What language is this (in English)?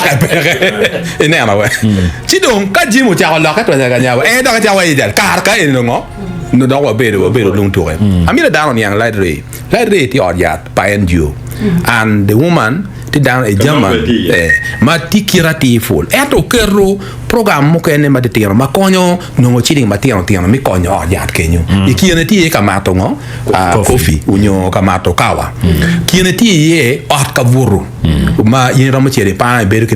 Acoli